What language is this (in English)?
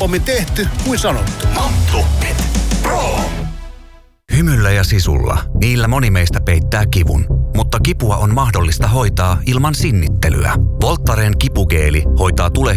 Finnish